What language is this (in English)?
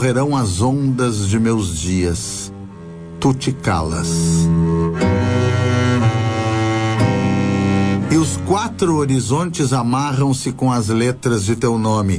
Portuguese